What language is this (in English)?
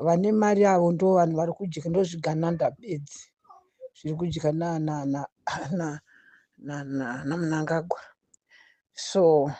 Shona